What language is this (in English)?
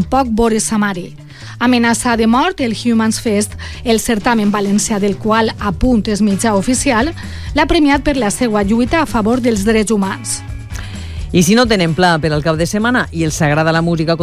Catalan